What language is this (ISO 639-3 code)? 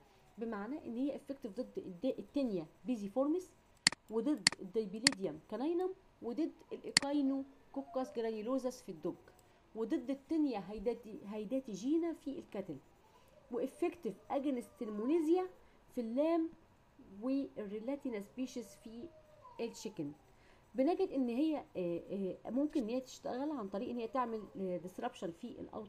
arz